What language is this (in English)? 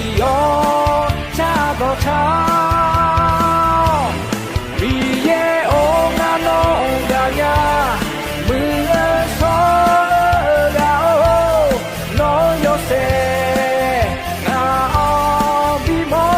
Akha